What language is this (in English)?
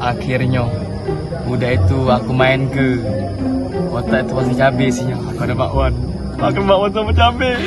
Musi